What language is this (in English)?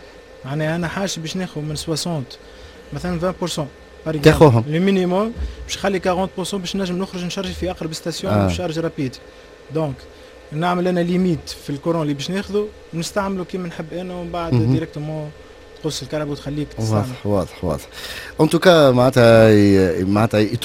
Tunisian Arabic